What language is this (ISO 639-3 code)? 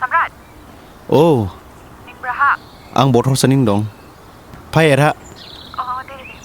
dis